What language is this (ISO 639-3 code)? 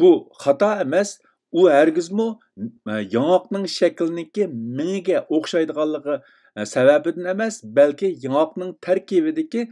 uig